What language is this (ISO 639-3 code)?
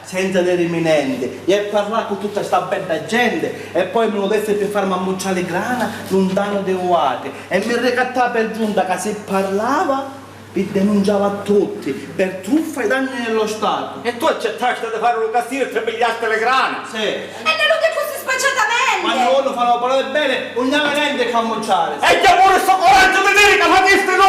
scn